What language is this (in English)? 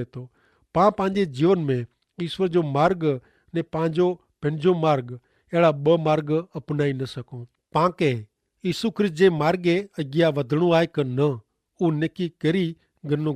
Kachhi